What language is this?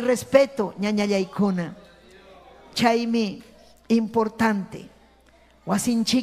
Ayacucho Quechua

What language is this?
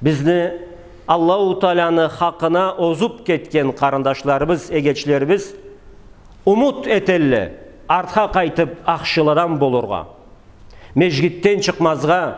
Karachay-Balkar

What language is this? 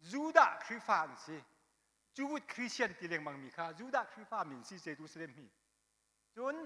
Hakha Chin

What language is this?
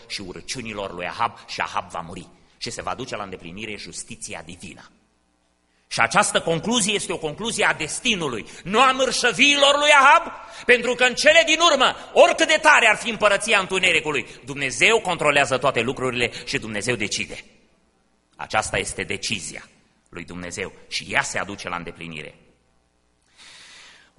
Romanian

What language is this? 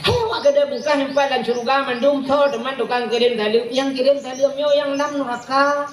Achinese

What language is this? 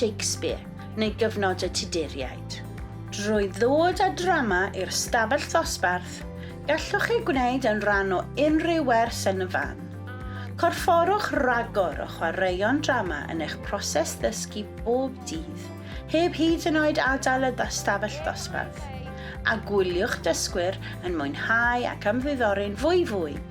Welsh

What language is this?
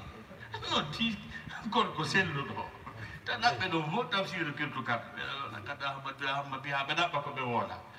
Fula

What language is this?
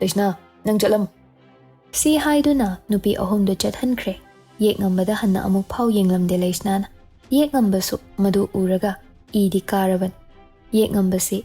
Manipuri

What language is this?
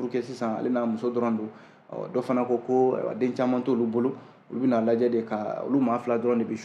Bambara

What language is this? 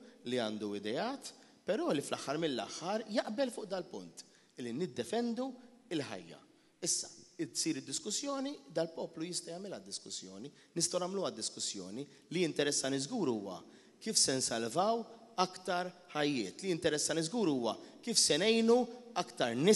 Maltese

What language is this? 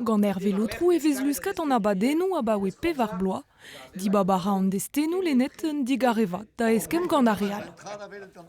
Breton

